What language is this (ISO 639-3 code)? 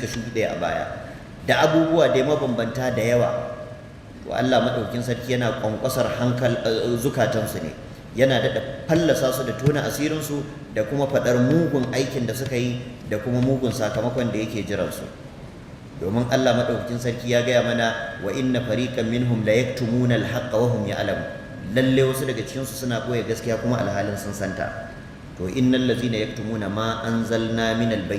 hau